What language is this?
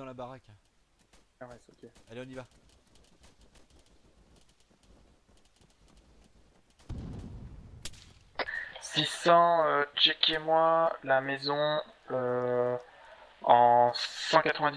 French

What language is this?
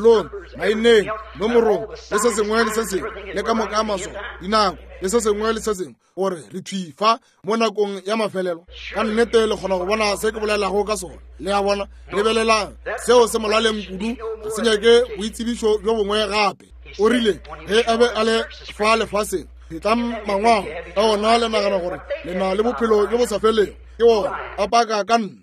Northern Sotho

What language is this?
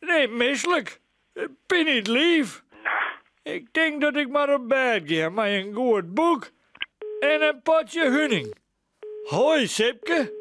Western Frisian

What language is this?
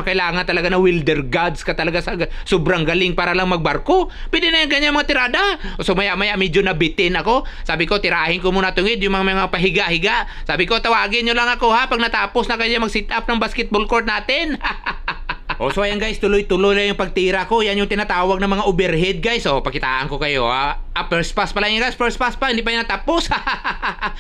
Filipino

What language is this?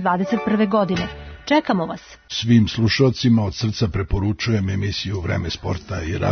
Serbian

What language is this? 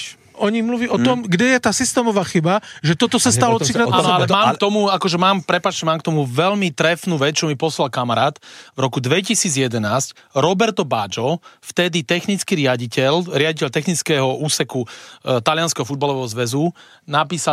Slovak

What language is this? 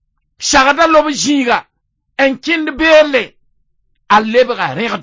Mossi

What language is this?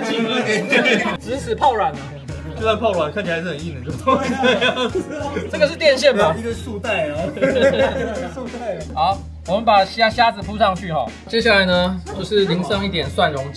Chinese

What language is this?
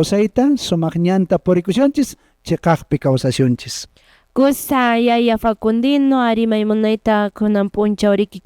Quechua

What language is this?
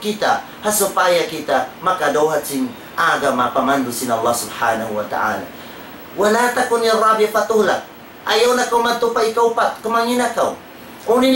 Tausug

